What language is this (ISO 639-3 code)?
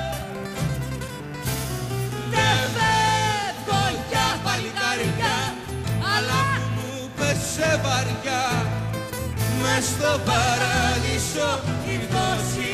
ell